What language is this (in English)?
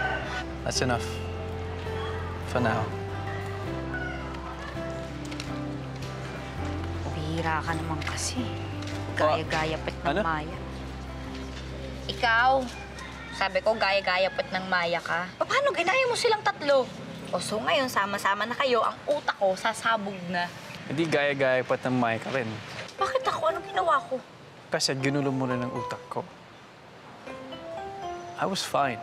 Filipino